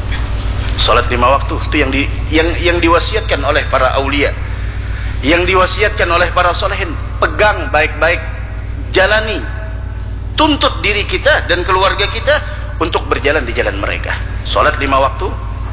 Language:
Indonesian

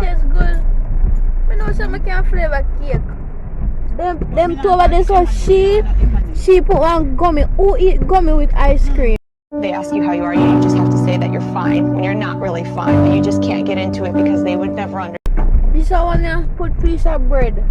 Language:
Jamaican Creole English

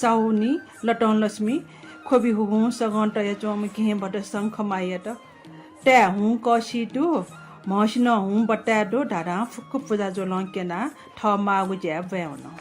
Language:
Newari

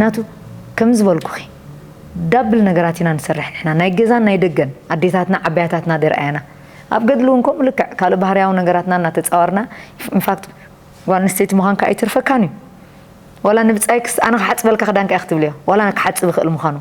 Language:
Tigrinya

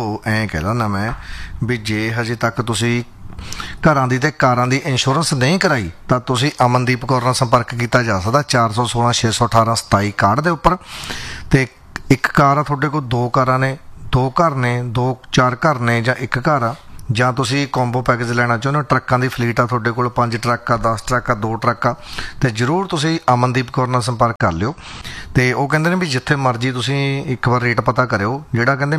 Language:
Punjabi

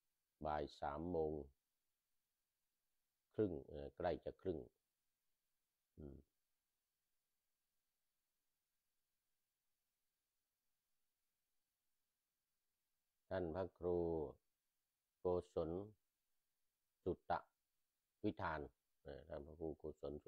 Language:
Thai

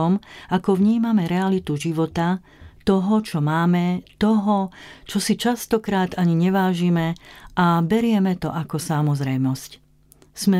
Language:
Slovak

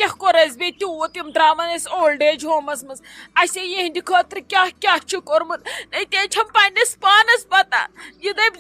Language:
Kashmiri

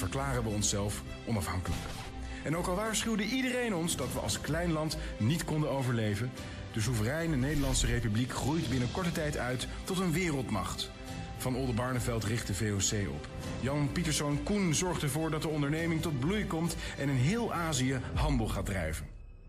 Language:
Dutch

